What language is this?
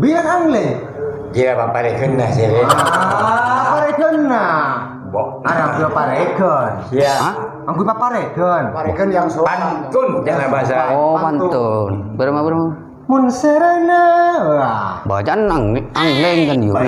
Madurese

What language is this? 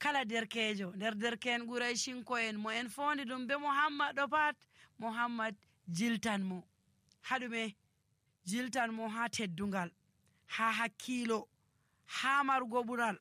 Nigerian Fulfulde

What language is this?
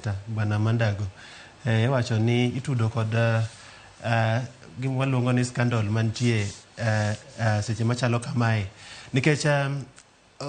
Luo (Kenya and Tanzania)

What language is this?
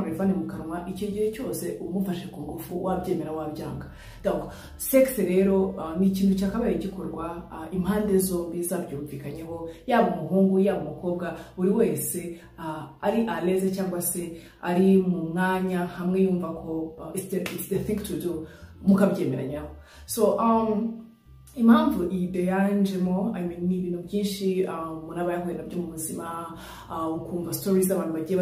Kinyarwanda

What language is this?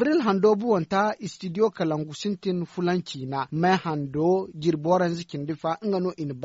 Zarma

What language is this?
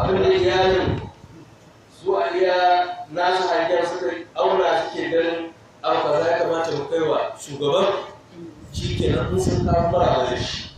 Hausa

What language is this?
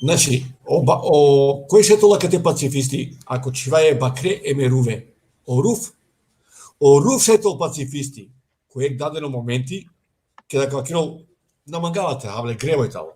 Balkan Romani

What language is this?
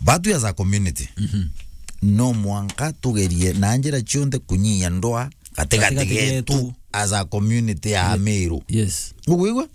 Meru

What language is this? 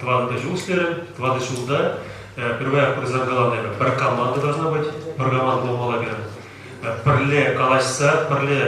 Chuvash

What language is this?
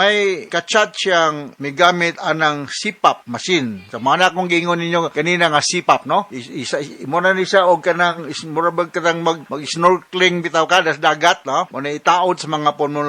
Cebuano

